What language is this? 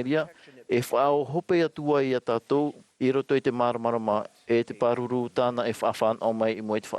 Tahitian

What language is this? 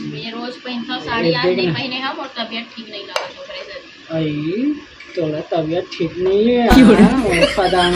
Chhattisgarhi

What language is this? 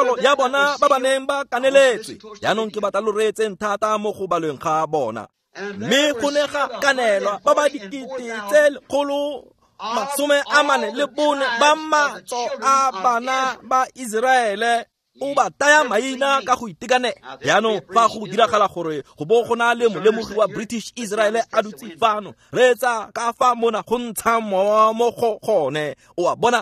Tswana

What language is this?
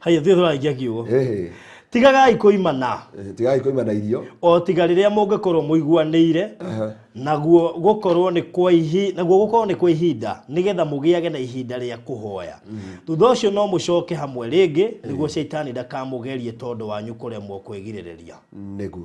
Kikuyu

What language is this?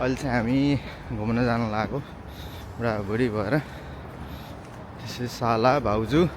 Nepali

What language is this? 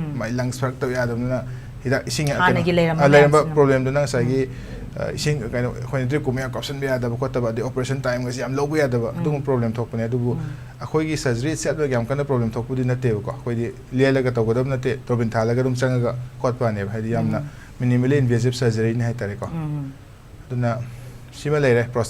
Manipuri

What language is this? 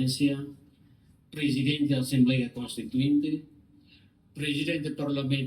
Tetum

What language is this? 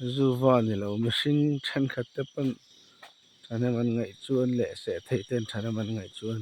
Mizo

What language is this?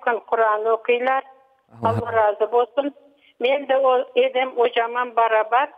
Crimean Tatar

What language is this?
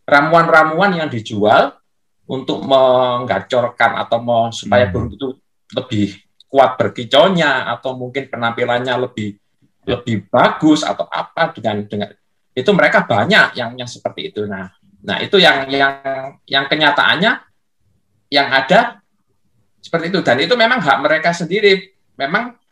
Indonesian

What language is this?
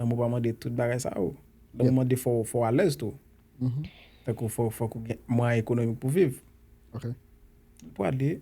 Haitian Creole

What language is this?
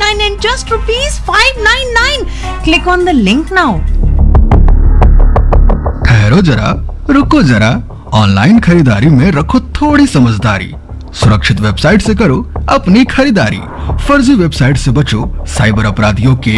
Hindi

